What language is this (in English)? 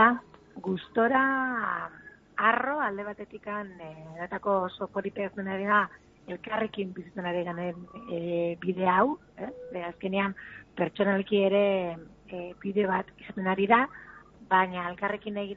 Basque